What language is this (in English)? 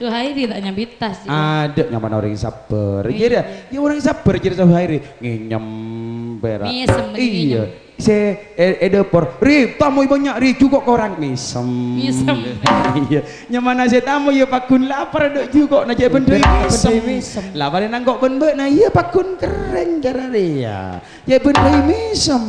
Madurese